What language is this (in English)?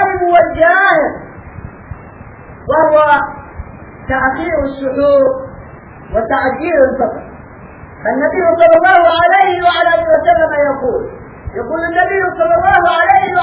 Arabic